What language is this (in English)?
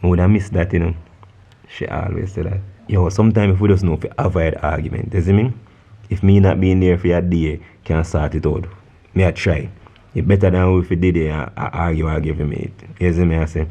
Jamaican Creole English